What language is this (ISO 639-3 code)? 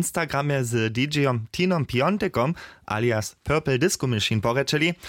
hsb